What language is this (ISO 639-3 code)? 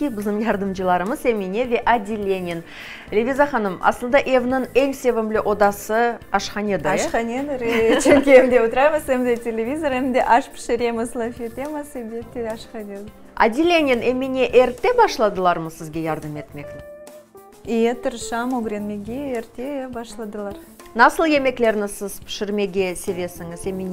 crh